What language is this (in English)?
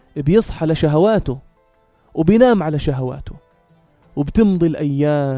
North Levantine Arabic